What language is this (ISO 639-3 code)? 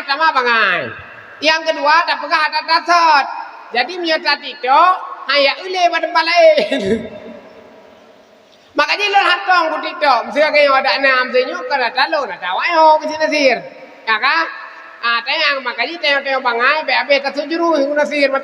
ace